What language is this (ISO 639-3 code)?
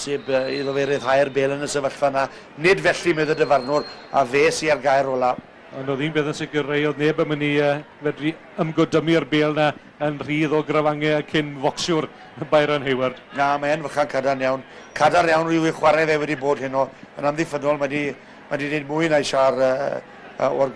cym